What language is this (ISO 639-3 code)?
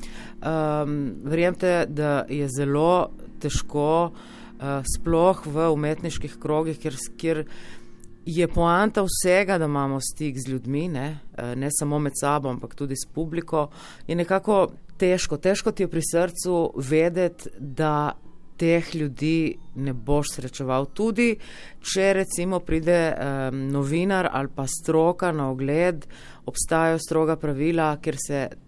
slv